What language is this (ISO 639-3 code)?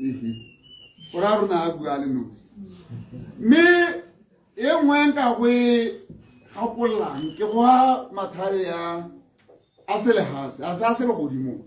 tsn